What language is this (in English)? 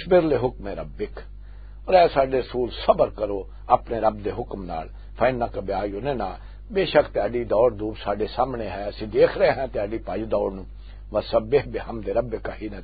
Western Panjabi